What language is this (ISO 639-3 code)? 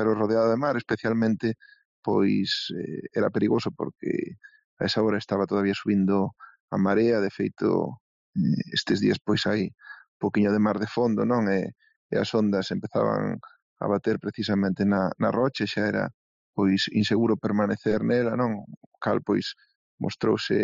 glg